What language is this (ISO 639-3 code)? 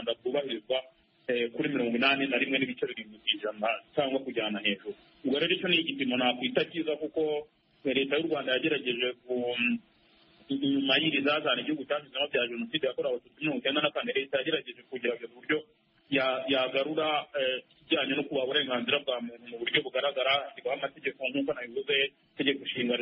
kin